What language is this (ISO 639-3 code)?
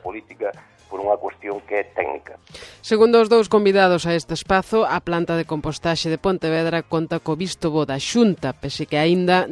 glg